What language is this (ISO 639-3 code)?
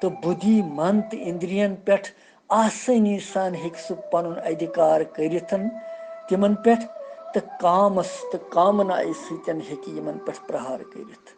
kas